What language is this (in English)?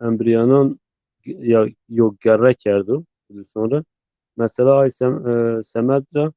Zaza